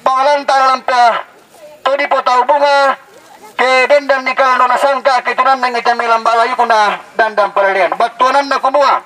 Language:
Toraja-Sa'dan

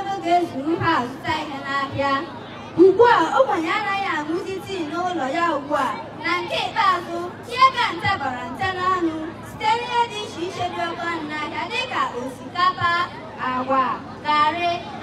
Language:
Igbo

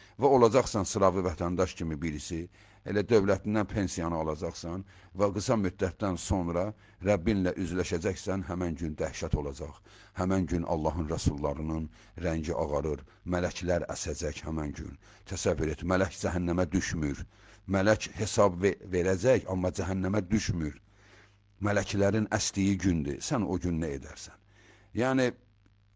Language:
Azerbaijani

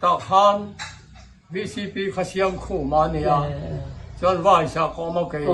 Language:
Mizo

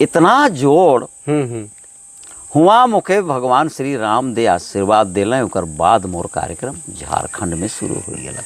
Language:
Sadri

